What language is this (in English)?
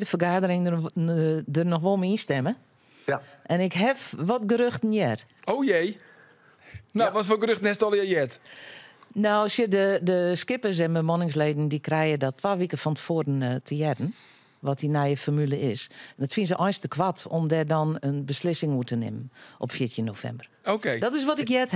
Western Frisian